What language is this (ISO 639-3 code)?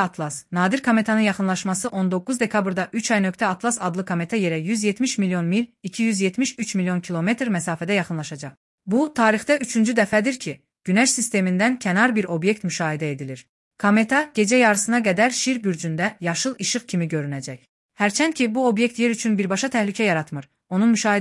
aze